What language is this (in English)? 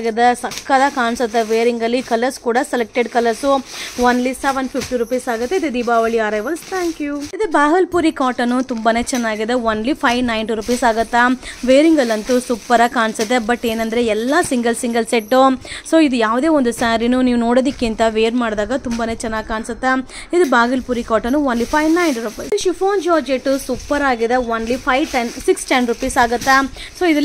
Kannada